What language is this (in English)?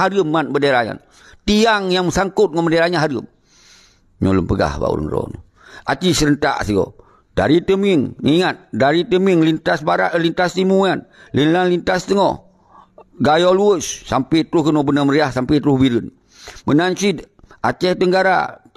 Achinese